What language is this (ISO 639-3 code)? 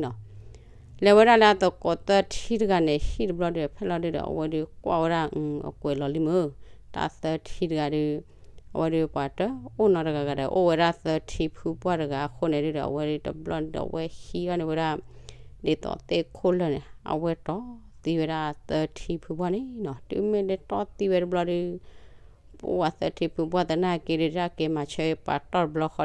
ksw